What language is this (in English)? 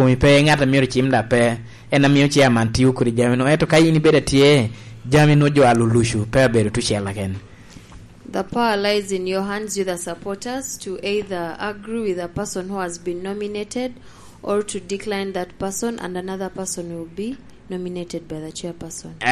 Lango (Uganda)